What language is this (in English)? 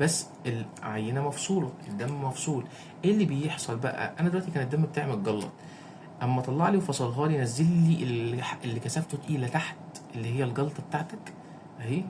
Egyptian Arabic